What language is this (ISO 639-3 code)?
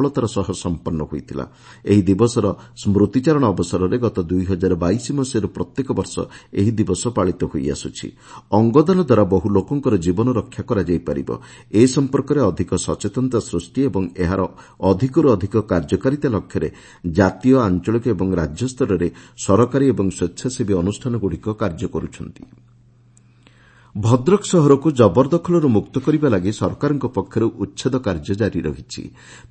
ori